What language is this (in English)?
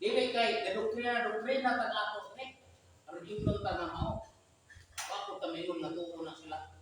Cebuano